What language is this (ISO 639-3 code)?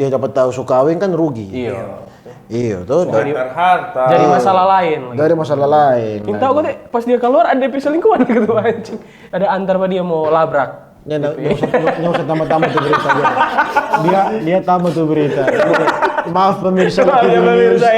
xmm